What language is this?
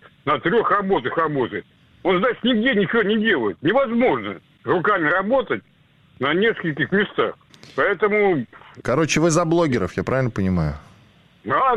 Russian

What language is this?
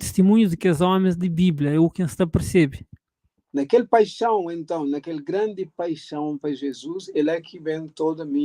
Kabuverdianu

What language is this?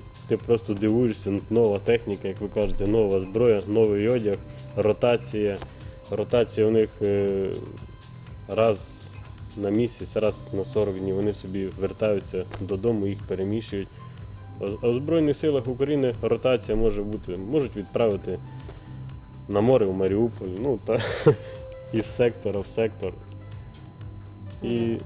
Ukrainian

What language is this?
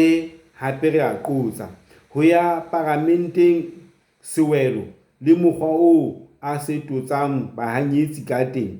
Southern Sotho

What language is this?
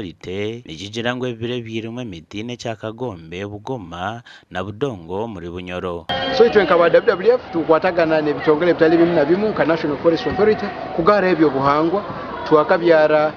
Nyankole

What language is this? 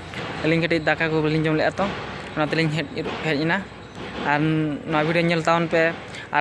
Santali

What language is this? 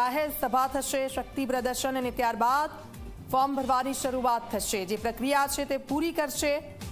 Gujarati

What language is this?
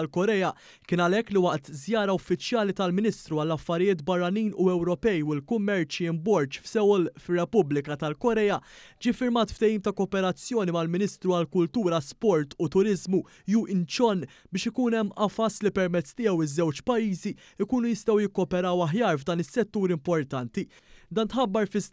Maltese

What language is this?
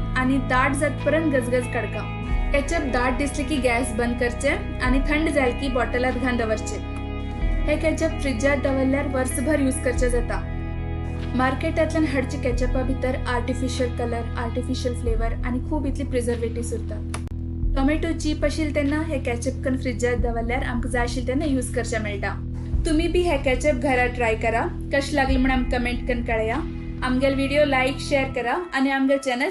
Konkani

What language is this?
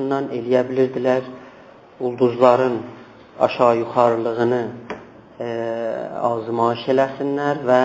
South Azerbaijani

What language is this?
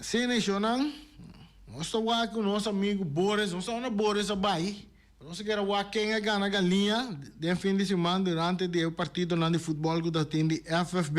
Papiamento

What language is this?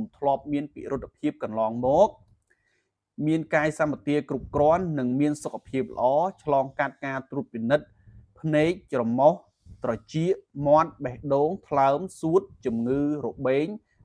Khmer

